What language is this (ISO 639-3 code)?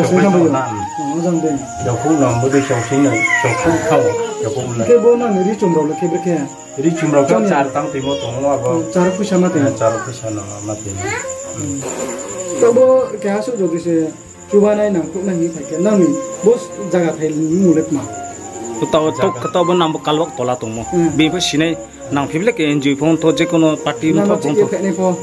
ria